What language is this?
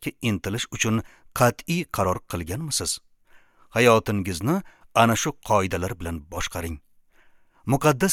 Uzbek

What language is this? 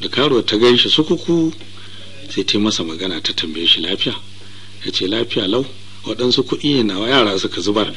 Hausa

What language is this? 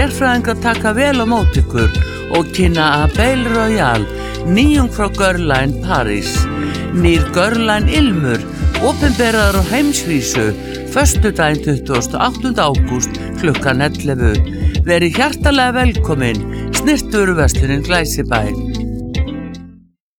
Icelandic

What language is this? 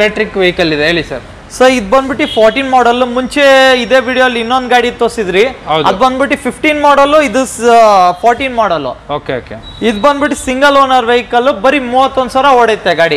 Kannada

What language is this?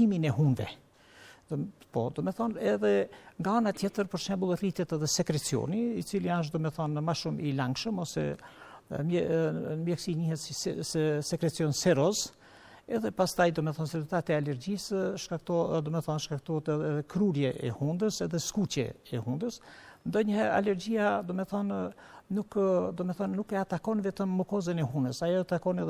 Albanian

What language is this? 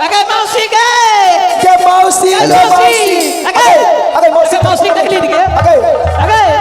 Maithili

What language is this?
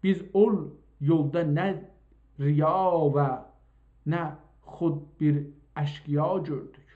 South Azerbaijani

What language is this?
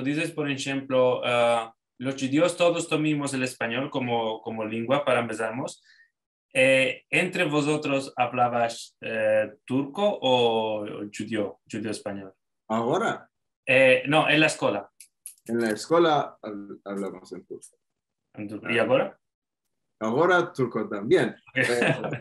Ladino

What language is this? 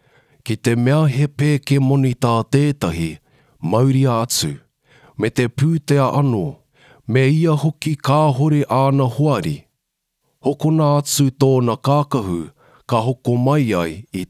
Māori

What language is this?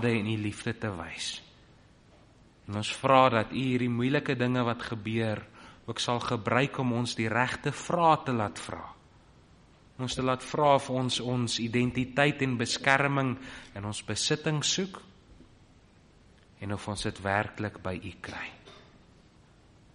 Afrikaans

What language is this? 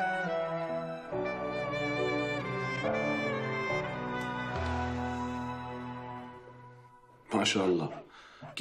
Arabic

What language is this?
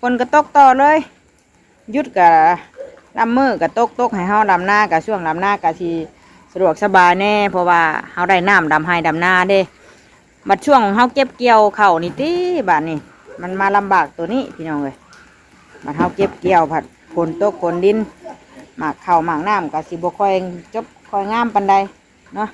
Northeastern Thai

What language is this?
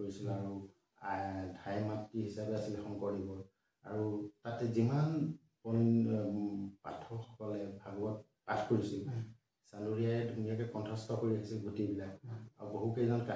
Assamese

